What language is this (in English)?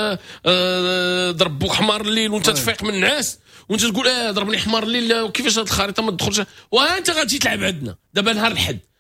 Moroccan Arabic